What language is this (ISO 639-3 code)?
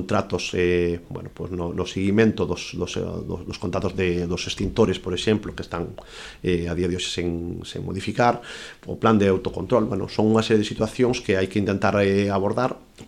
glg